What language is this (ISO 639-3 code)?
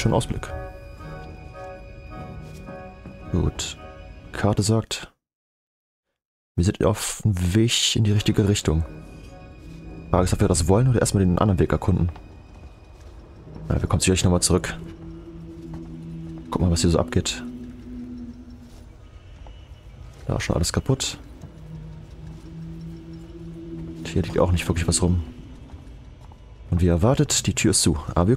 deu